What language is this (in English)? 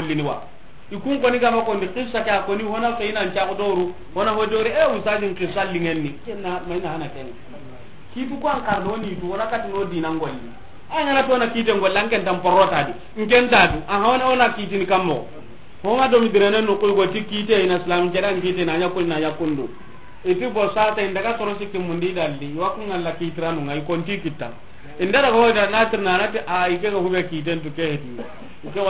Soninke